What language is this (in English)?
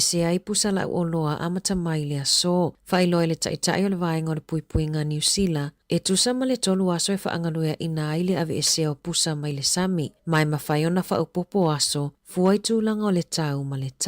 Samoan